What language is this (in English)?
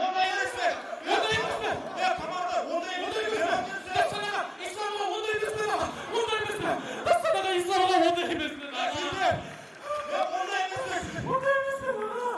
Kara-Kalpak